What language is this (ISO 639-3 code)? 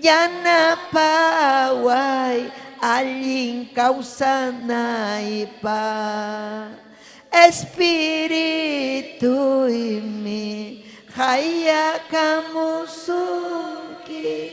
quy